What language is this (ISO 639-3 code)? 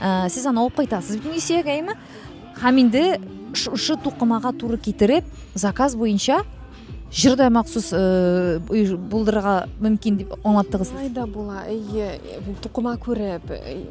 tat